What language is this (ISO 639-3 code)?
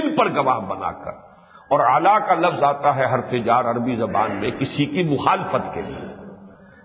urd